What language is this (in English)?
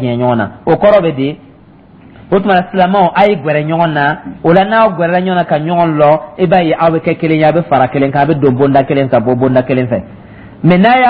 Dyula